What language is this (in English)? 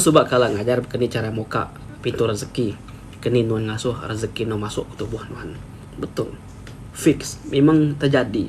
Iban